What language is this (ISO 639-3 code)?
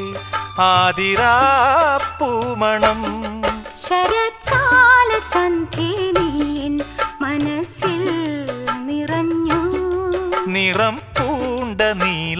mal